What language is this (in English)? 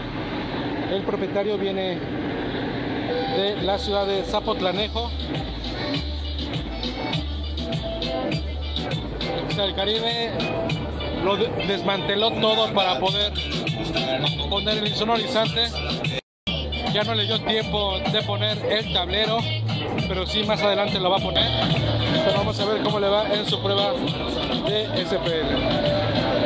Spanish